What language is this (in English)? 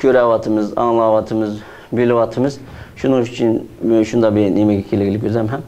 Uyghur